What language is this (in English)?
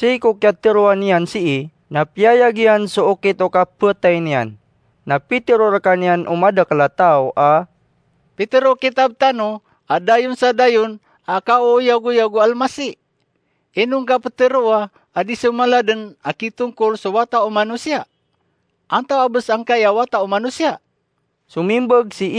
Maranao